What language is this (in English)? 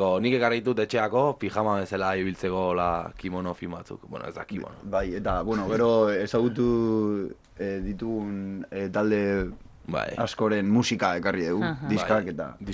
Basque